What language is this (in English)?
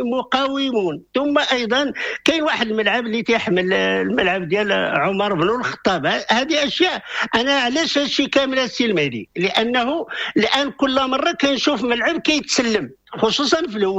Moroccan Arabic